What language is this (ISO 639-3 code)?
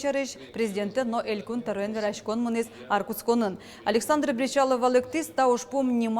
udm